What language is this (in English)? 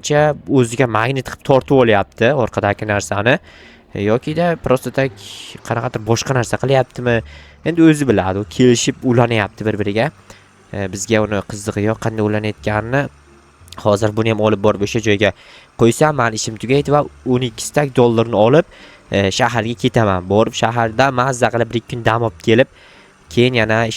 Uzbek